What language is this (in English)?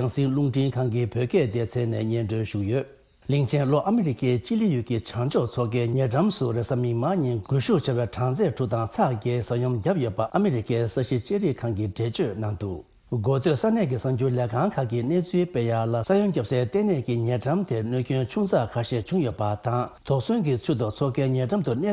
Tibetan